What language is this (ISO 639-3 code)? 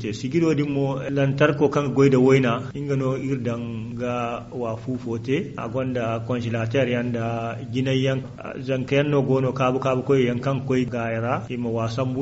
dje